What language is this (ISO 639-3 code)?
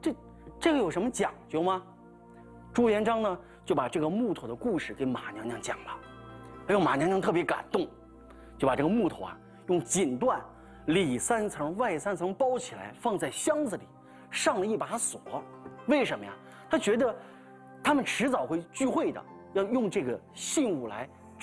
zho